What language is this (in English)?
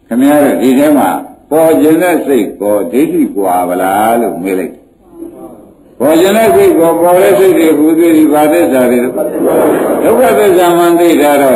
Burmese